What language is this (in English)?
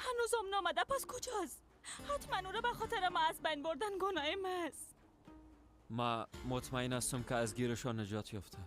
Persian